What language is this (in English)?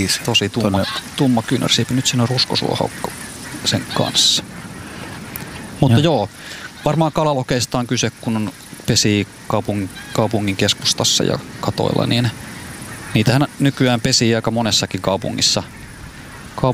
Finnish